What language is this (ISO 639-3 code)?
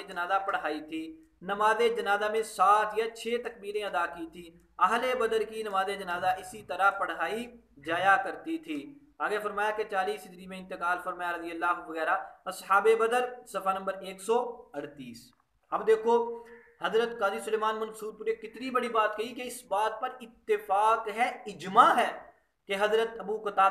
urd